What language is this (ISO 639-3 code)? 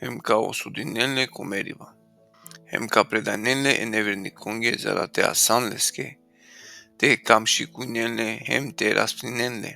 rmn